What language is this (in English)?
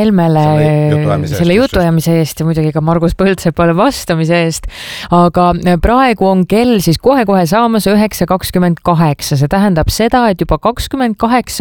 Estonian